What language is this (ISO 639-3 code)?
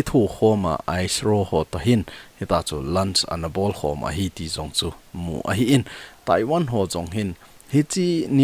tcz